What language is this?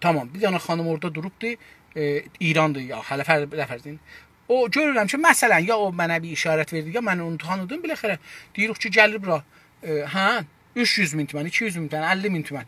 South Azerbaijani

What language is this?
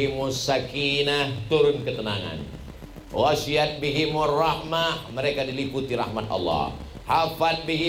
Indonesian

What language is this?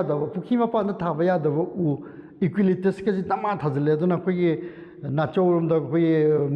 Manipuri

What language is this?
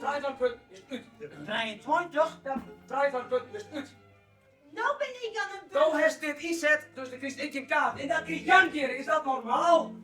Western Frisian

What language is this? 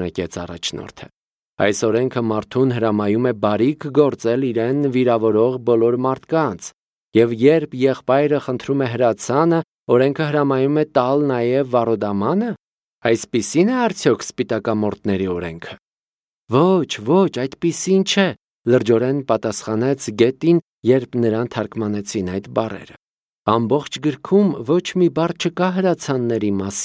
Armenian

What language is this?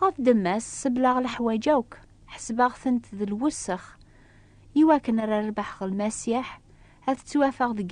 Kabyle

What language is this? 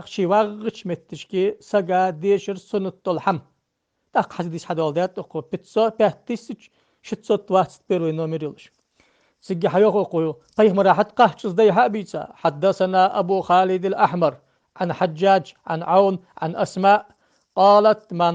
Ingush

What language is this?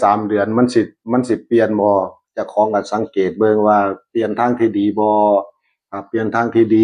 Northeastern Thai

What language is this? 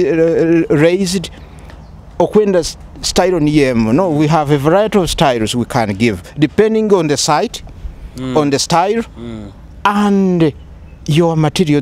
Nyoro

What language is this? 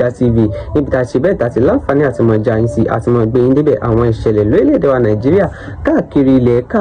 Yoruba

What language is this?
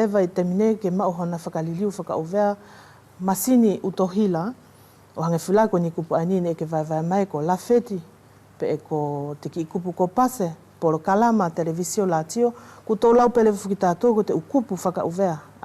Wallisian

